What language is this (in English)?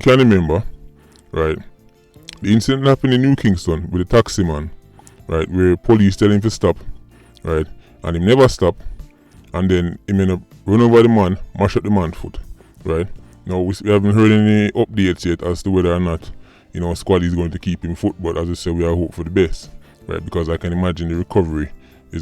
Jamaican Creole English